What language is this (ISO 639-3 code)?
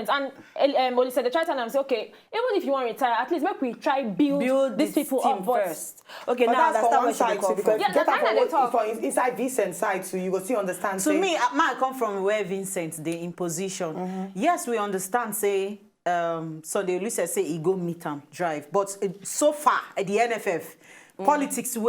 pcm